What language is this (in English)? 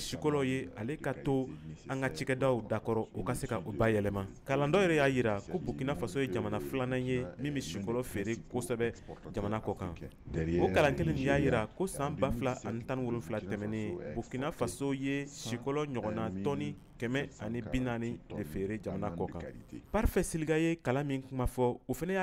Bambara